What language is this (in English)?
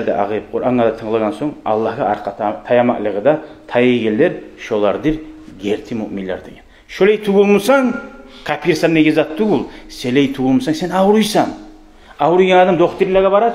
Kumyk